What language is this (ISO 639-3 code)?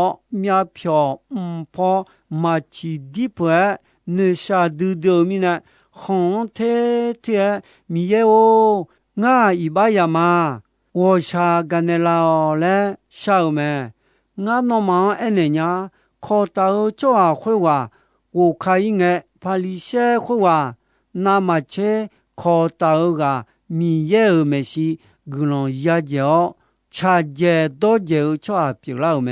ahk